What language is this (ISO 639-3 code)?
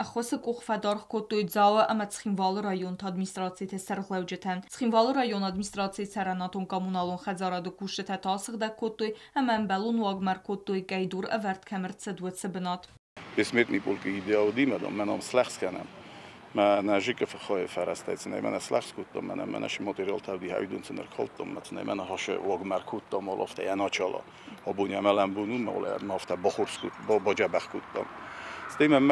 oss